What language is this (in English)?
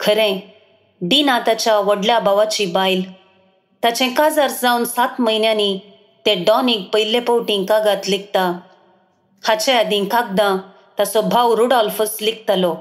Konkani